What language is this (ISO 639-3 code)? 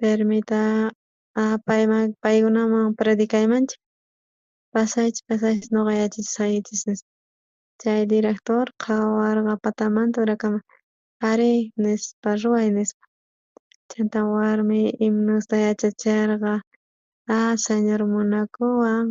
quh